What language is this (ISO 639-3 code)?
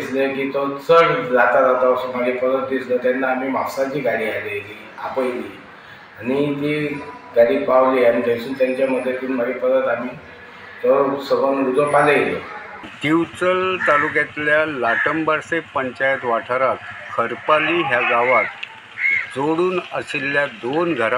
kok